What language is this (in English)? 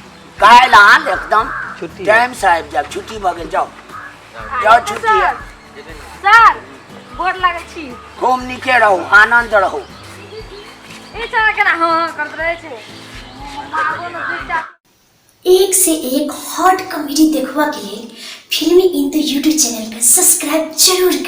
Maithili